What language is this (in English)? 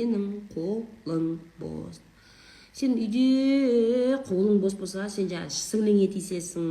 Kazakh